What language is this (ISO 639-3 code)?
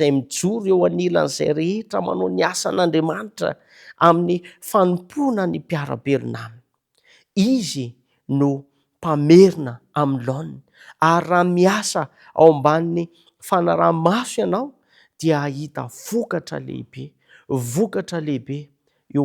mlg